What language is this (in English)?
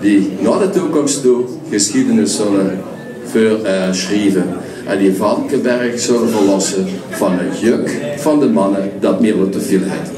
Limburgish